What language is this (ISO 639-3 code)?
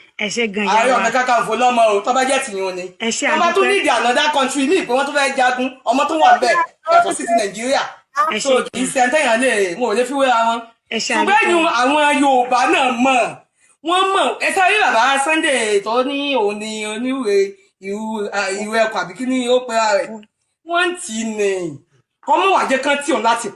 yor